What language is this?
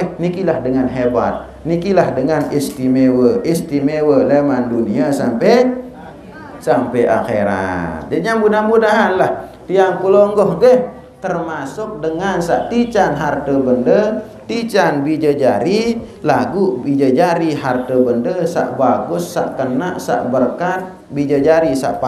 Sasak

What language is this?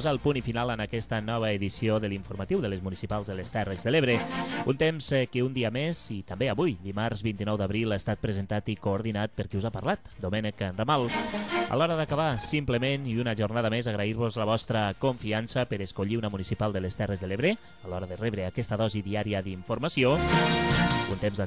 Catalan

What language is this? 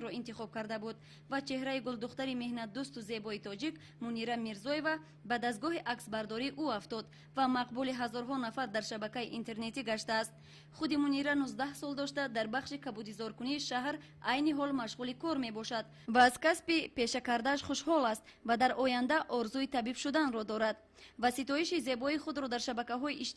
Tajik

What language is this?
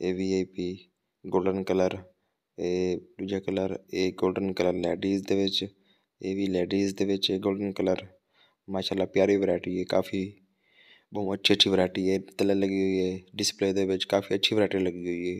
Saraiki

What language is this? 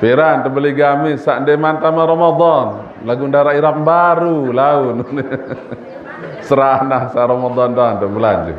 Sasak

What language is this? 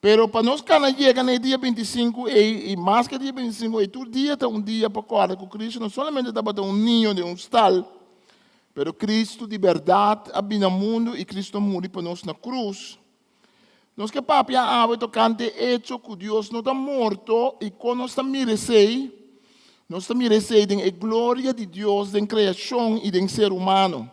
Papiamento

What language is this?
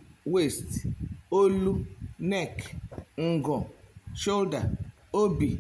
Igbo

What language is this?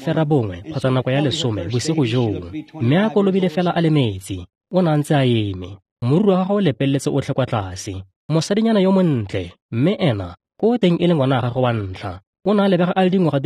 Tswana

